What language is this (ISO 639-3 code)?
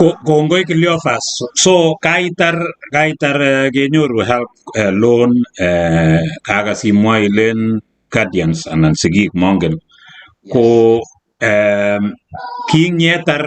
kln